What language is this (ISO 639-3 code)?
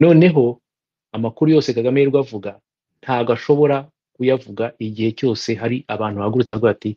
kin